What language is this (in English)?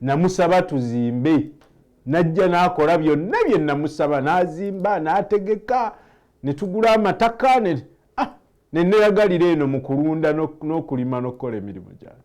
Ganda